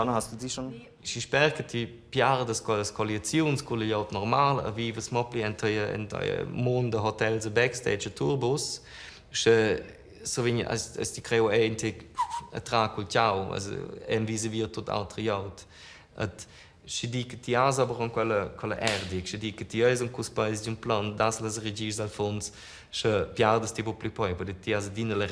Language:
Romansh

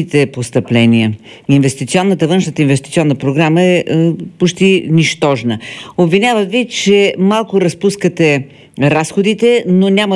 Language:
Bulgarian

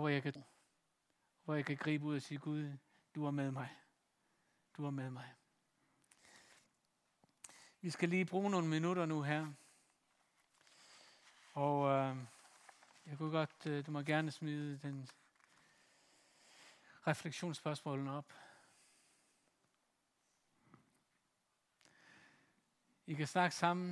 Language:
Danish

